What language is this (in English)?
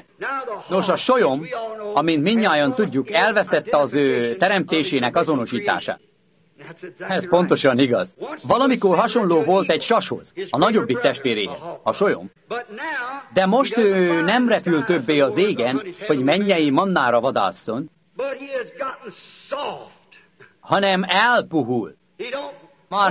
Hungarian